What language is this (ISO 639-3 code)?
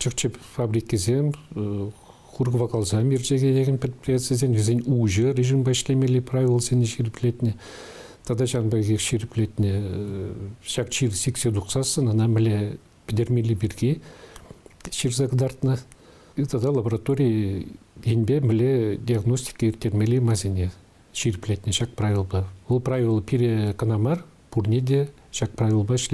chv